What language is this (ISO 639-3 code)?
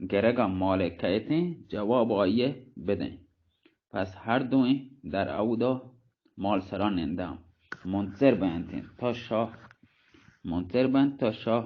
bal